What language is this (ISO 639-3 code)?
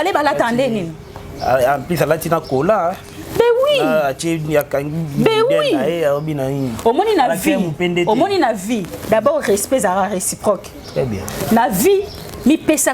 lin